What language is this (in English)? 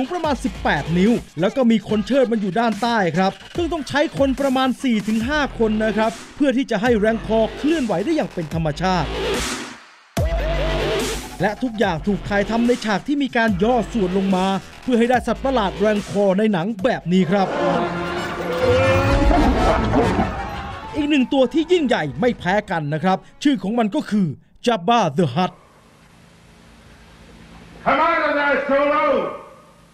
Thai